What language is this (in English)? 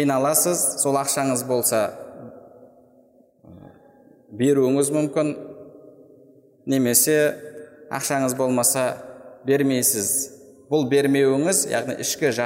Kazakh